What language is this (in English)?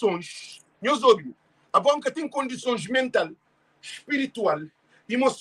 Kabuverdianu